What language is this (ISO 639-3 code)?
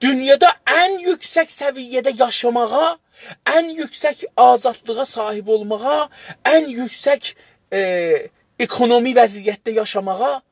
azb